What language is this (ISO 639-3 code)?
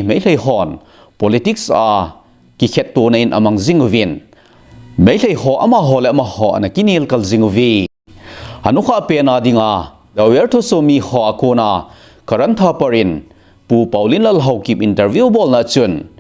tcz